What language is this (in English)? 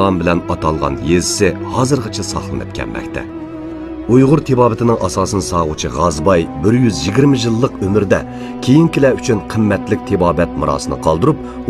Uyghur